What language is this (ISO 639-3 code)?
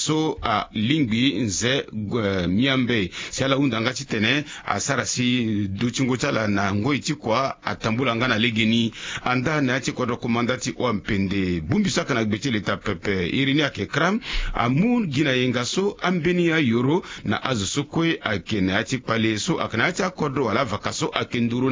sag